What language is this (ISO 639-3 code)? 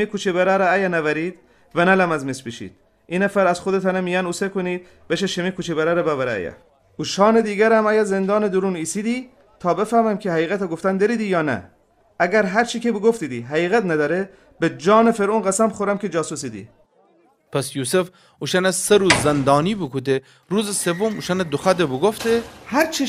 glk